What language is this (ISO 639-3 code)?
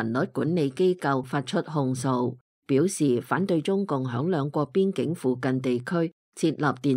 yue